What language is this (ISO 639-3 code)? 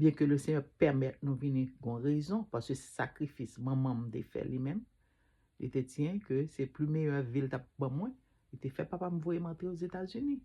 hat